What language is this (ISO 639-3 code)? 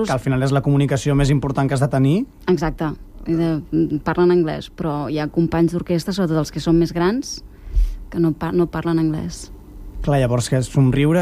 cat